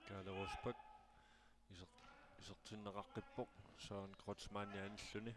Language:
Kalaallisut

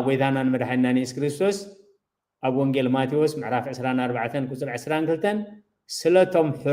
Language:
Tigrinya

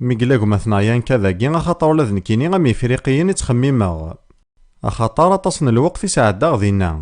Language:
Kabyle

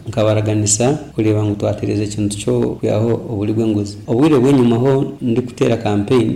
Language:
Nyoro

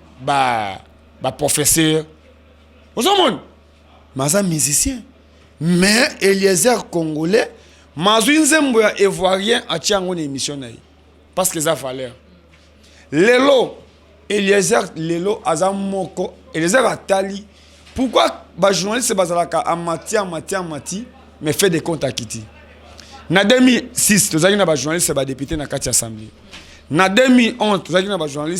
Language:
Lingala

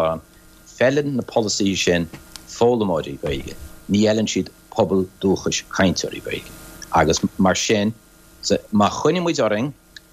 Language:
Irish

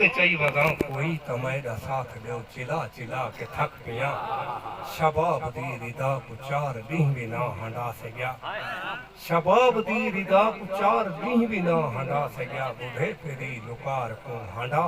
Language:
Saraiki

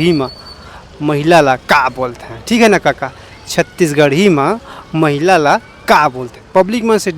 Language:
Chhattisgarhi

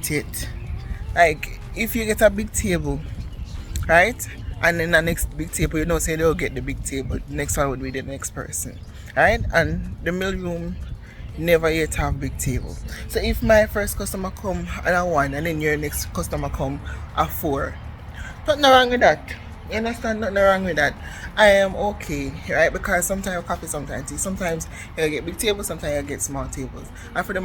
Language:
Jamaican Creole English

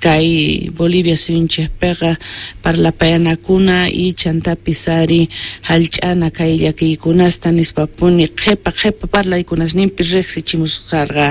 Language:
Quechua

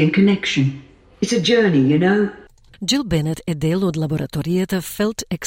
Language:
Macedonian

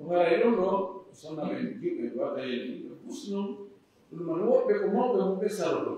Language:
Fula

